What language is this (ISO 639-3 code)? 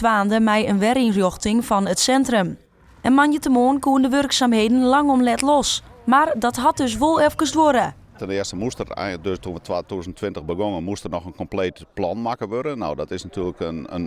fry